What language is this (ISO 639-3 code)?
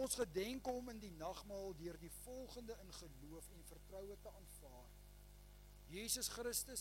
afr